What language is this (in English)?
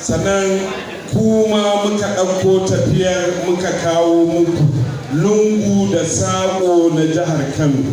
Hausa